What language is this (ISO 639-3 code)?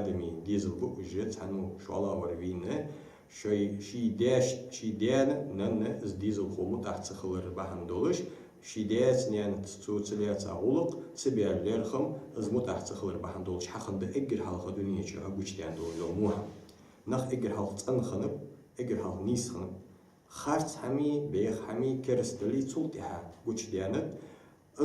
inh